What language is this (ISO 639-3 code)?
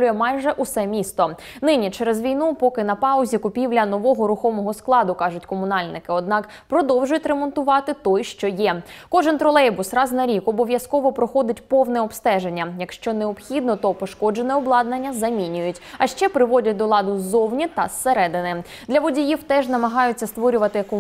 ukr